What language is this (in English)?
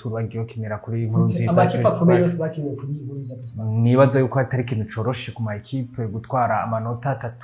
Rundi